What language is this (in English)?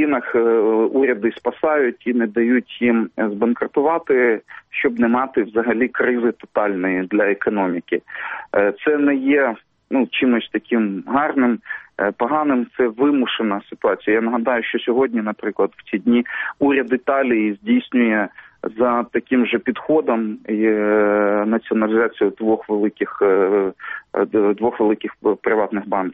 Ukrainian